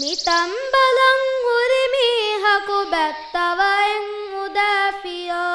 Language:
Divehi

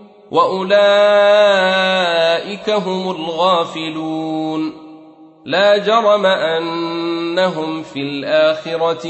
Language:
Arabic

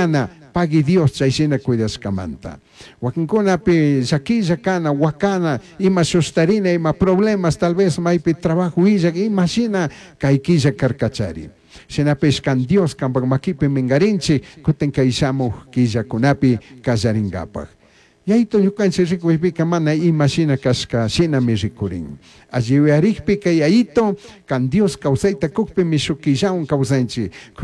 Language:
Chimborazo Highland Quichua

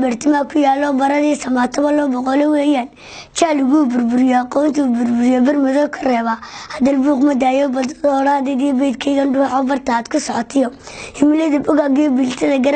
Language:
Somali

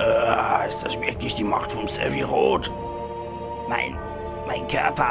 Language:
Palatine German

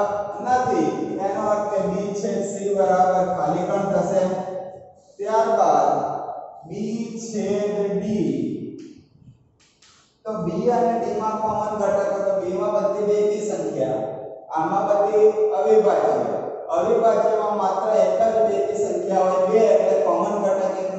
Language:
Gujarati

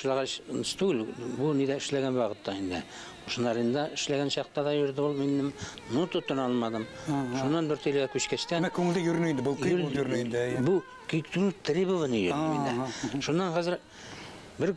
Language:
Bashkir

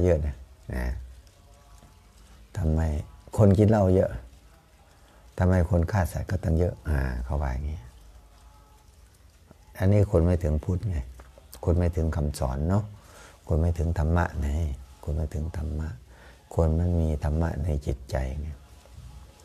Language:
Thai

